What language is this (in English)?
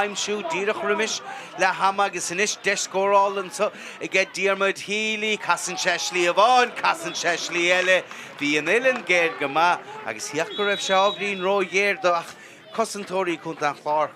Irish